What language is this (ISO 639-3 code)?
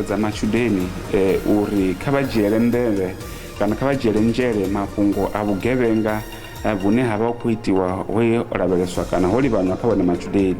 ven